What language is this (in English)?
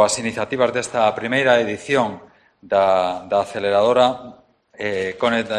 Galician